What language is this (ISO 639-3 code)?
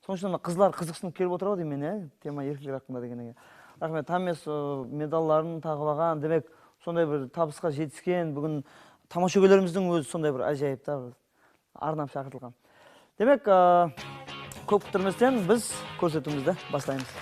kaa